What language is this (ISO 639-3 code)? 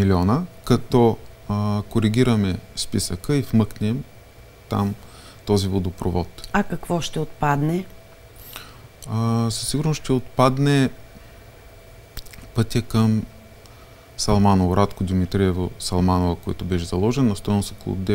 bul